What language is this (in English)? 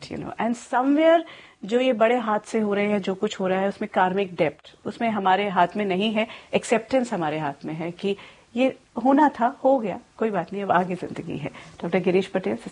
Hindi